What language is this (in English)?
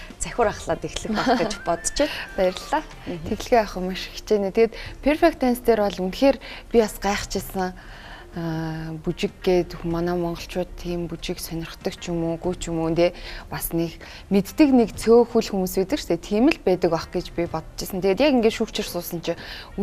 Mongolian